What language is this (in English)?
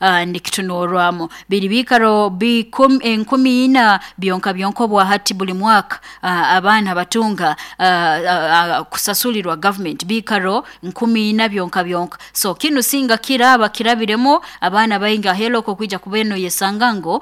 Nyoro